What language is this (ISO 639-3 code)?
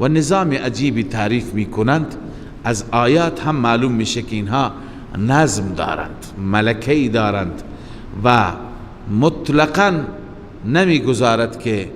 fas